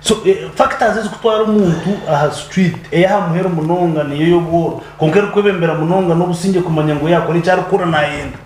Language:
Nyankole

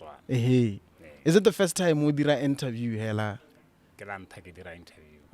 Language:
Tswana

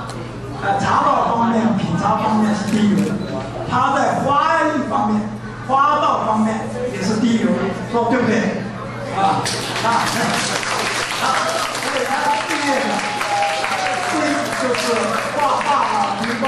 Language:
Chinese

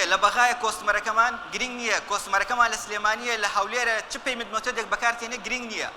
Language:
Central Kurdish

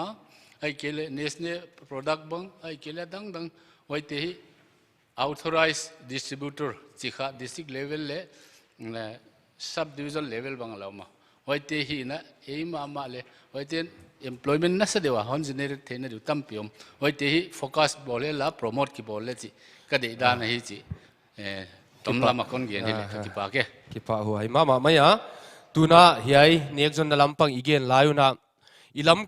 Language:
Paite Chin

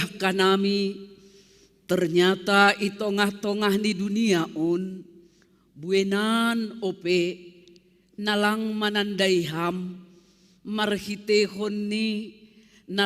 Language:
Batak Simalungun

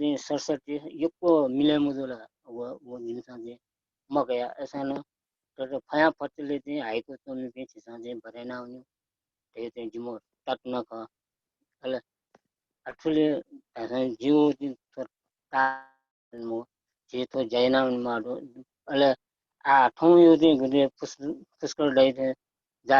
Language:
Newari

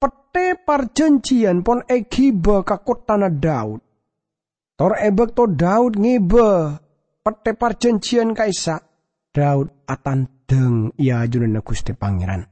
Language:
Madurese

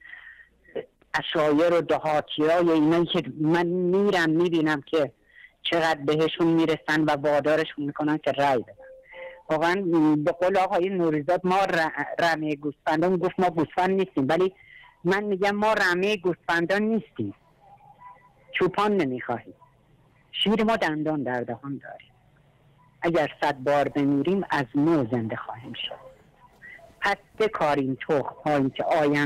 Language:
Persian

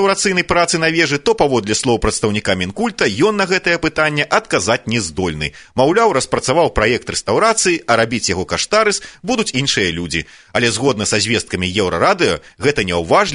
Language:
Belarusian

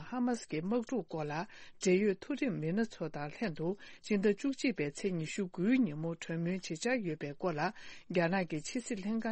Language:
Tibetan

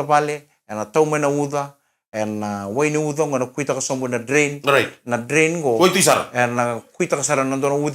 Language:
Fijian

